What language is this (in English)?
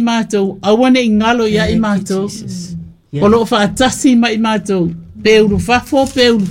Samoan